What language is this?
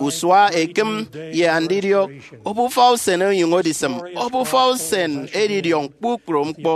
Efik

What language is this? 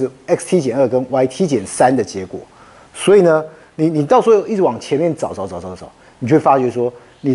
Chinese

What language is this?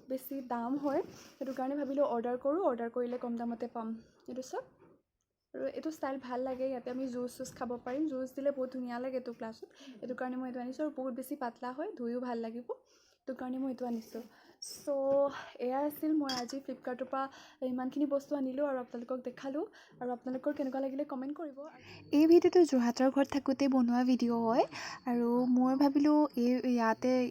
Assamese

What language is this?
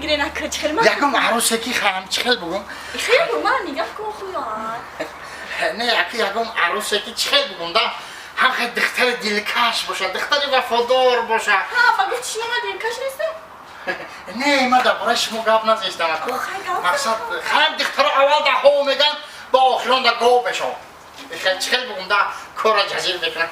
Tajik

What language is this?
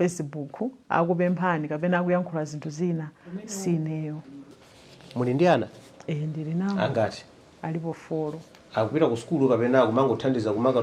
Nyanja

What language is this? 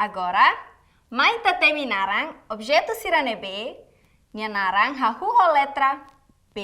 Tetum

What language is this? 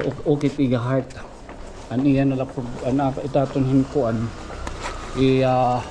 Waray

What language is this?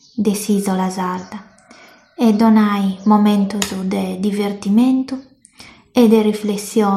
Sardinian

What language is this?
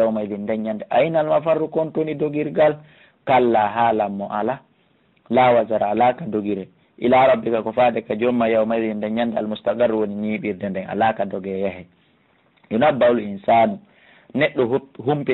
Fula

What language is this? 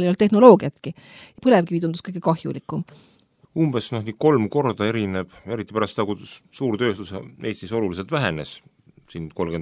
Estonian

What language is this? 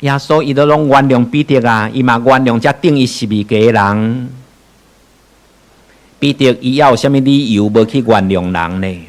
Min Nan Chinese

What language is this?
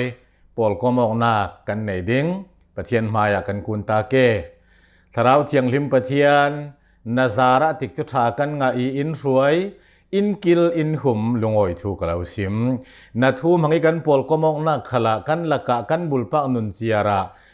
Hakha Chin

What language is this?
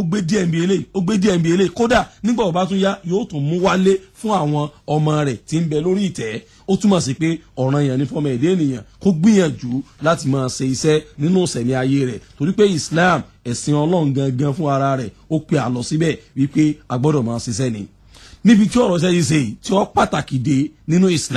Yoruba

